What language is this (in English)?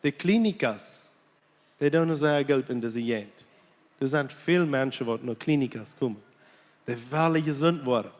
Plautdietsch